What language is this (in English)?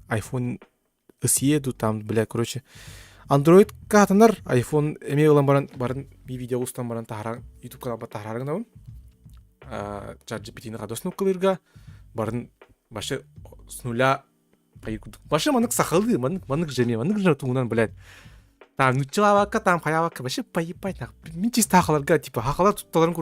Yakut